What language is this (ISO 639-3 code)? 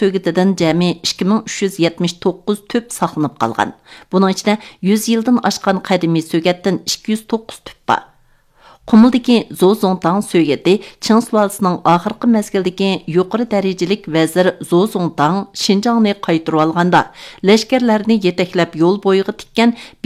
uig